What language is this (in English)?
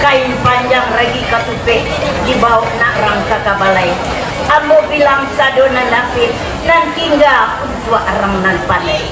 Minangkabau